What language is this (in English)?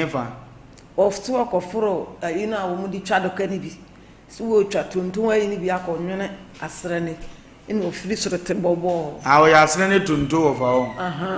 Akan